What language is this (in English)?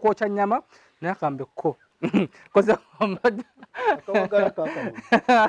Ganda